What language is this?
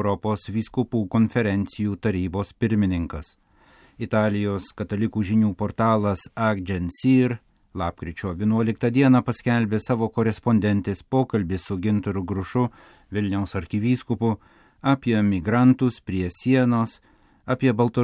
Lithuanian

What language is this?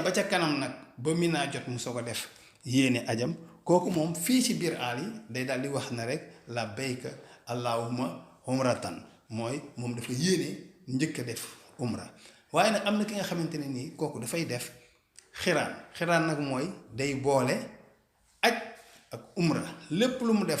Wolof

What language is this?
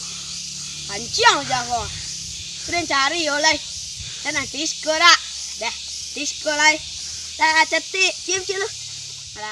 Minangkabau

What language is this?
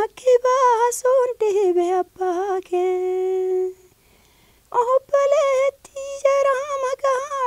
Oromo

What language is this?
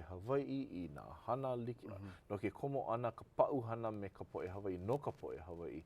Hawaiian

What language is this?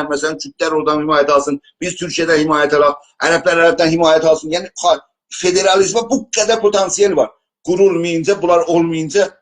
South Azerbaijani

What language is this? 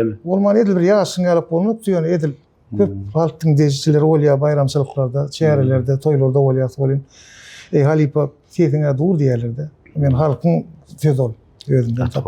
Turkmen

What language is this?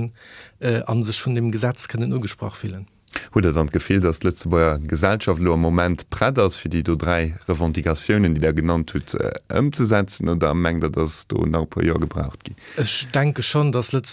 Luxembourgish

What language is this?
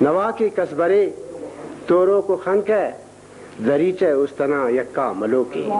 Brahui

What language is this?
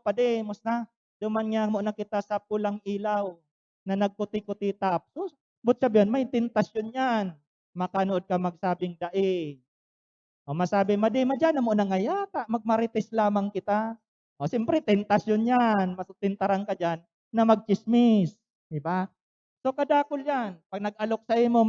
Bikol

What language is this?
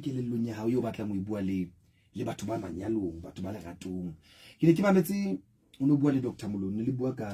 Southern Sotho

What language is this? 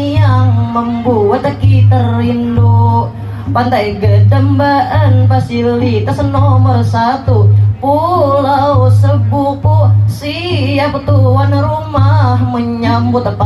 Banjar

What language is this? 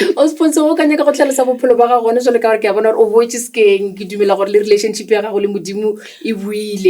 Northern Sotho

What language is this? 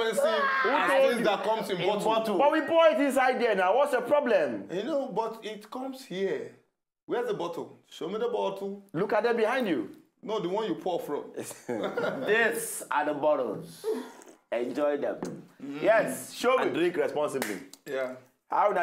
Nigerian Pidgin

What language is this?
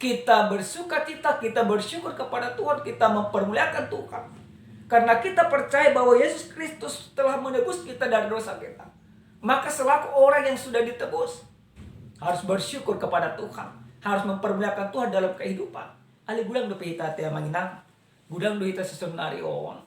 Batak Toba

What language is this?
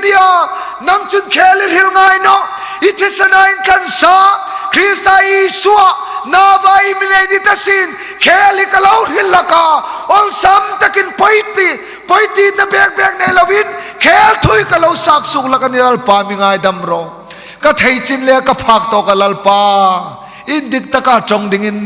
Hmar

